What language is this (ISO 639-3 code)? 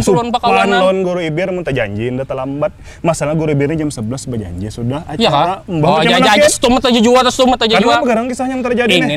bjn